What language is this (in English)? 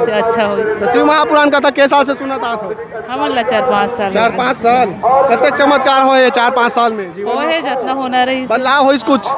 Chhattisgarhi